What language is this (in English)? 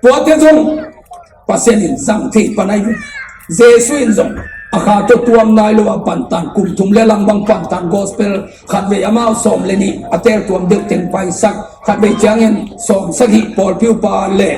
Tedim Chin